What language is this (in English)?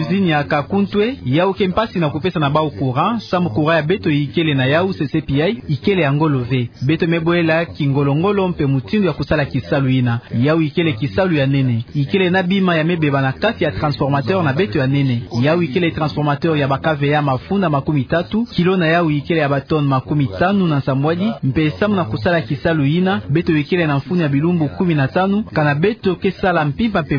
Kituba (Democratic Republic of Congo)